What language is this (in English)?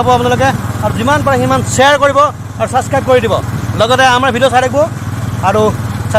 Assamese